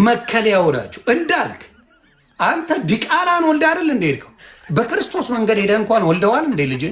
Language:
Amharic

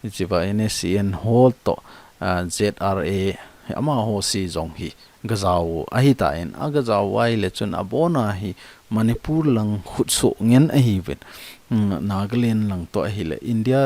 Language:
Thado Chin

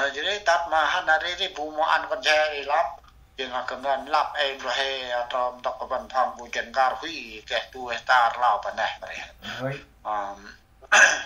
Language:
Central Mnong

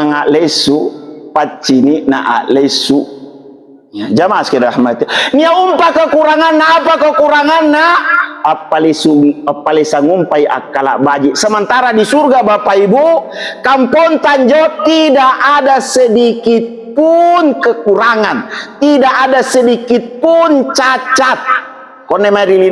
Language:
Makasar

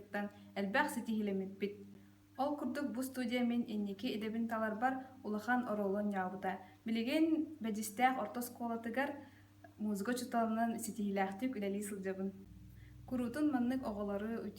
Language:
Yakut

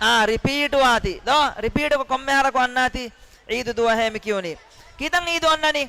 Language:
Divehi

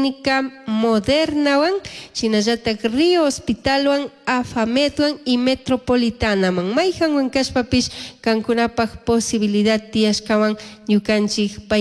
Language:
Chimborazo Highland Quichua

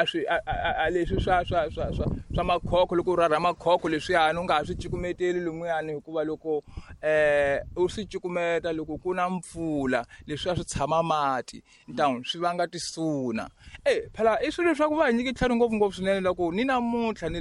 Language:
Tsonga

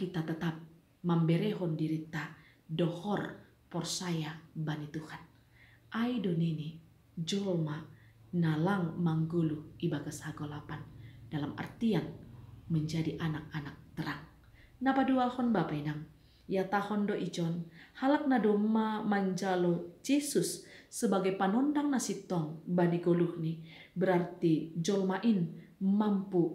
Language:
Batak Simalungun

